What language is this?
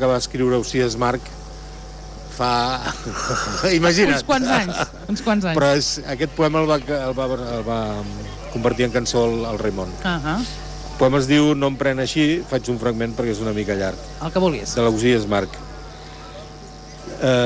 Catalan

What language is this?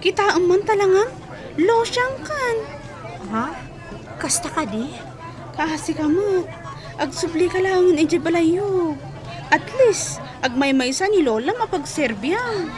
Iloko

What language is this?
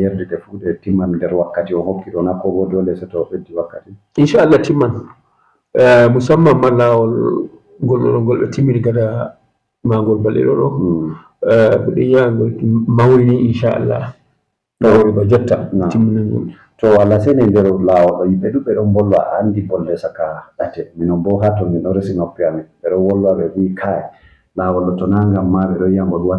Fula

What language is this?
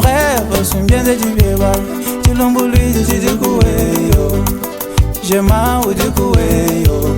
Luba-Lulua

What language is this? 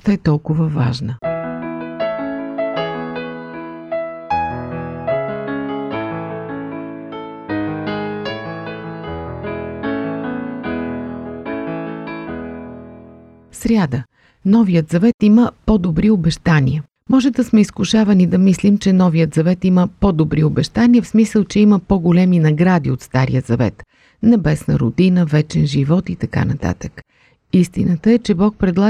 Bulgarian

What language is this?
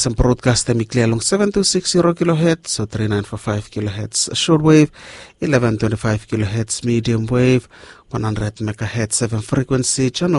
Bislama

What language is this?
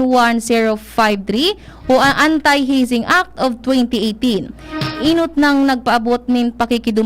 Bikol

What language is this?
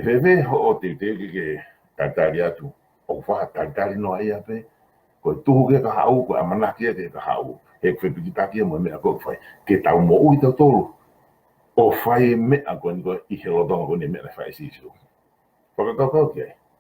Tongan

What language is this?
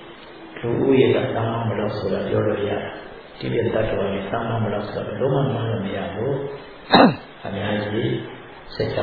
Burmese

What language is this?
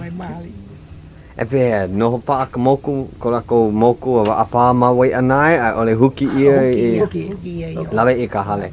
Hawaiian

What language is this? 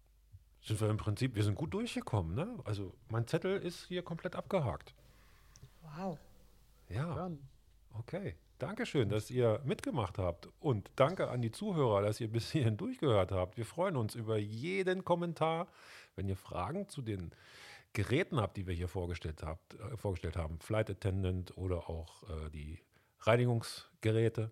German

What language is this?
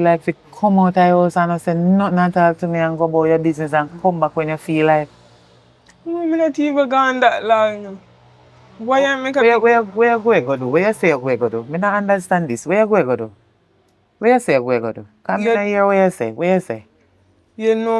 Jamaican Creole English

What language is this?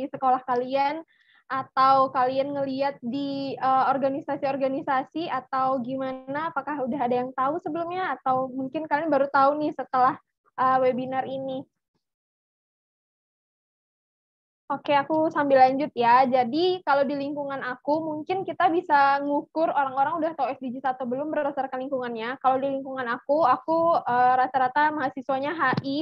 Indonesian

